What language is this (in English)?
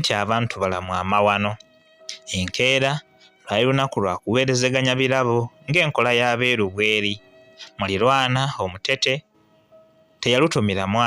Ganda